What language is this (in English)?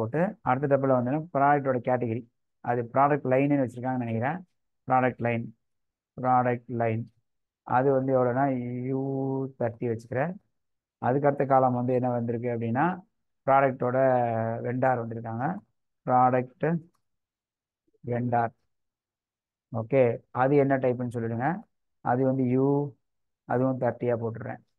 Tamil